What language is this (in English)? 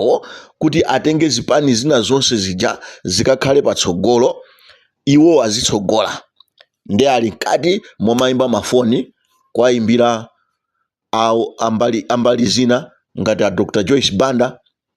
Nyanja